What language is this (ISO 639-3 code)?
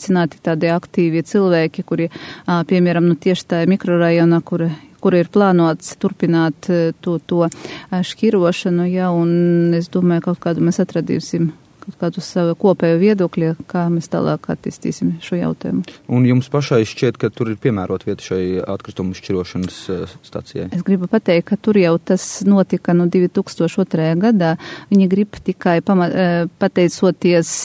lav